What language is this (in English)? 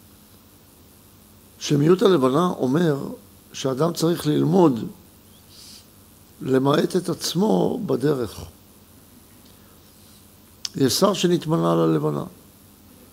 Hebrew